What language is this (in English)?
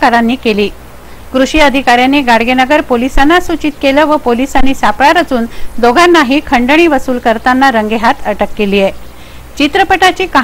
Marathi